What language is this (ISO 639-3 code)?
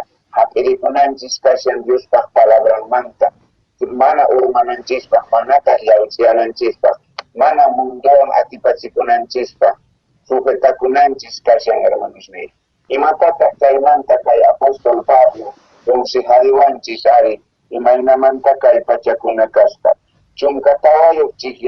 quh